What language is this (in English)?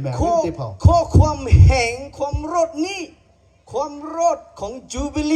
Lahu